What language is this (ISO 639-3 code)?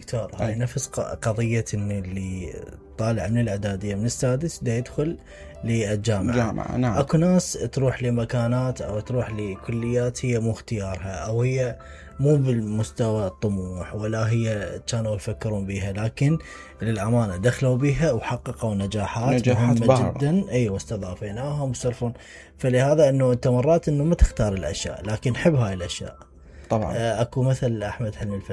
acm